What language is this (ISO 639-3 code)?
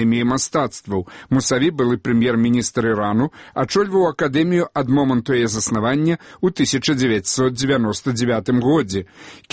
bel